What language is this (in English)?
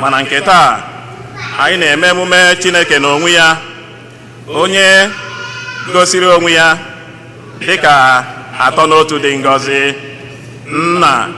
Igbo